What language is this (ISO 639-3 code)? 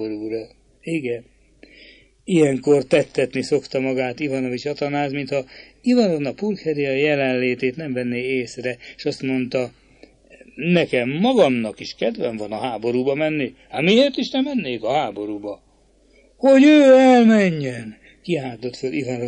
hun